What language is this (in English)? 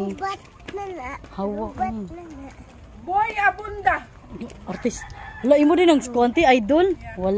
Cebuano